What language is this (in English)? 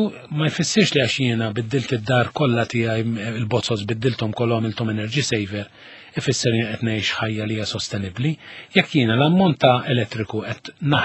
Maltese